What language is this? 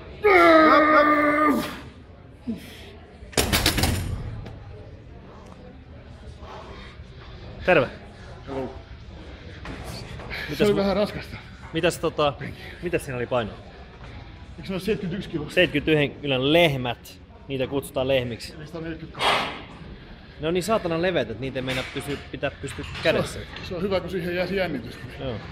Finnish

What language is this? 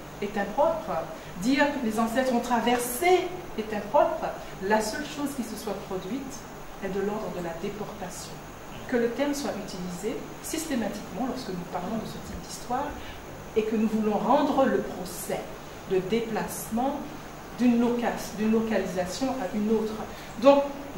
French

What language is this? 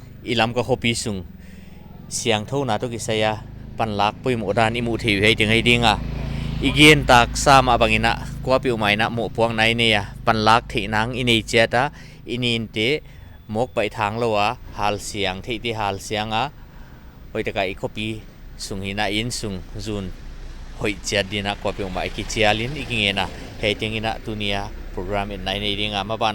Paite Chin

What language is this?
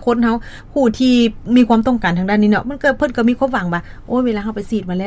Lao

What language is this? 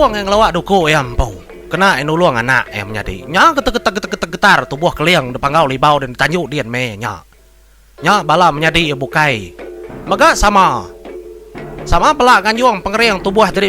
Iban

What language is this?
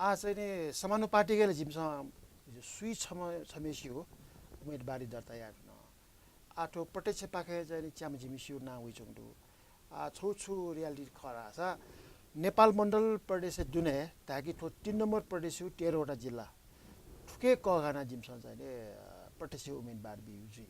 Newari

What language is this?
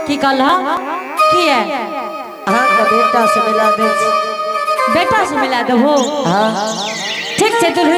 Angika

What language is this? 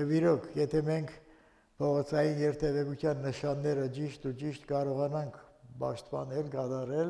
Armenian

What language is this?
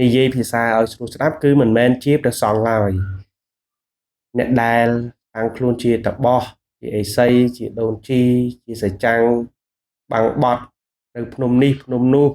Khmer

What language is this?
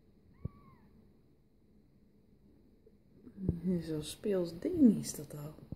Dutch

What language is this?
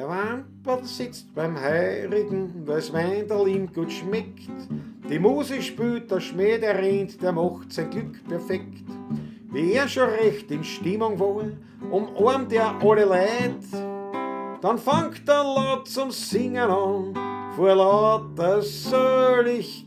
Bavarian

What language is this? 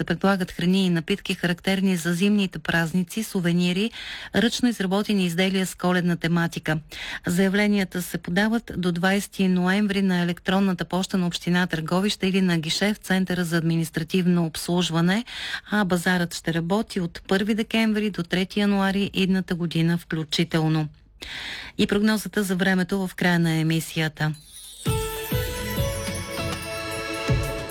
Bulgarian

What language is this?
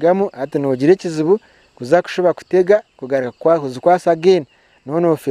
Nyankole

